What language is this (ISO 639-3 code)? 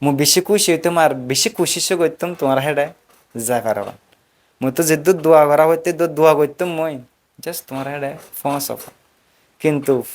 rhg